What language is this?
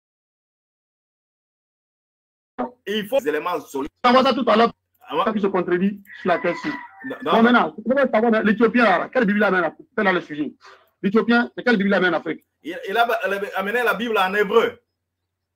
French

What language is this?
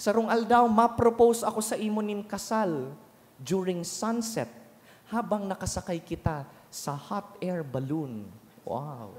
Bikol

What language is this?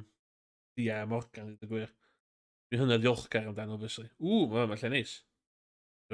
Welsh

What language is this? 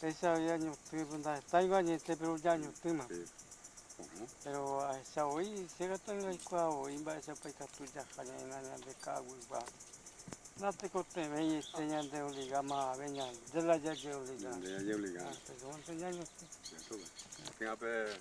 Guarani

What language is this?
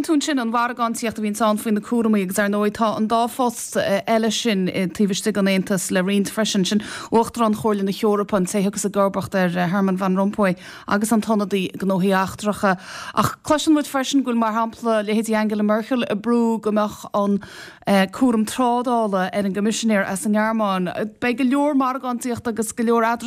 Irish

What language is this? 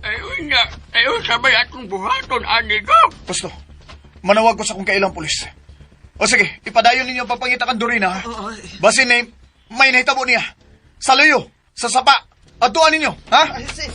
Cebuano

